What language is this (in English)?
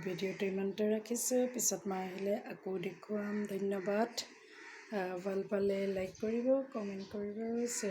Assamese